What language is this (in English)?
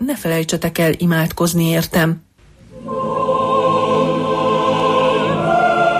Hungarian